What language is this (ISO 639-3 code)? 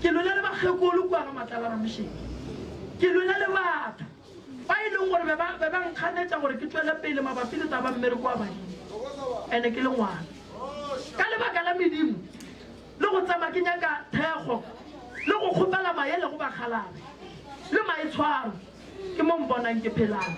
nso